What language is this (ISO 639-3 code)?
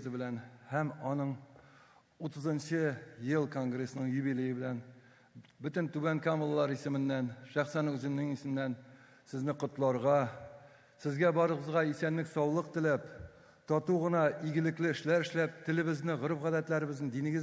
tat